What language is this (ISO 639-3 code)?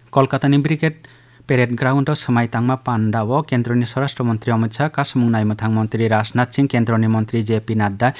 trp